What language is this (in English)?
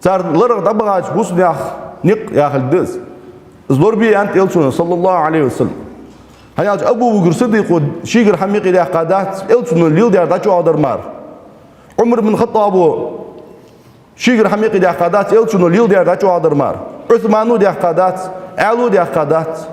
Ingush